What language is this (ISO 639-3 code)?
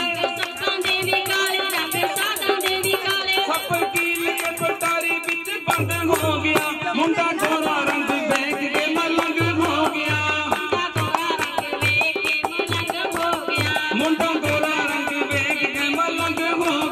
pan